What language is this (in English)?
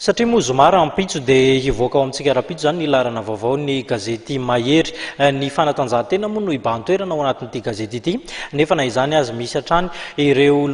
Malagasy